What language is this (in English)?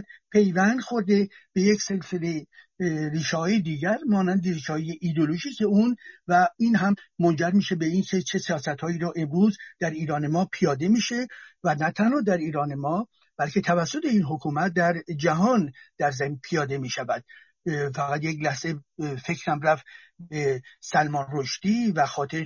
Persian